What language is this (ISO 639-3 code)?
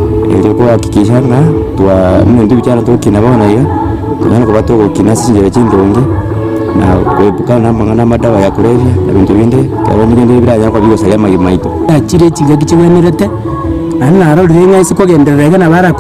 guz